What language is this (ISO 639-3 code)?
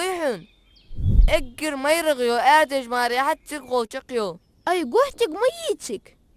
inh